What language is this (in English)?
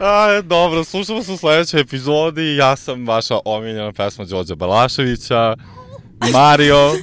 Serbian